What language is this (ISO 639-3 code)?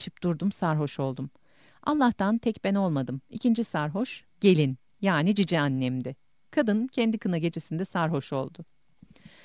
tur